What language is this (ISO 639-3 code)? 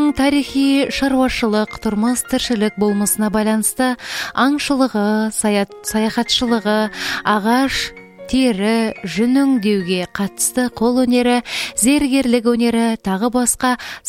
kaz